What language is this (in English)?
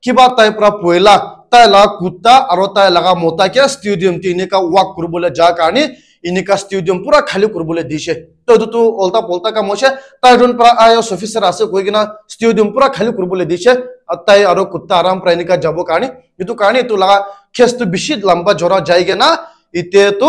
Naga Pidgin